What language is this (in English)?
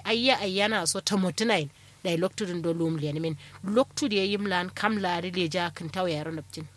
Kanuri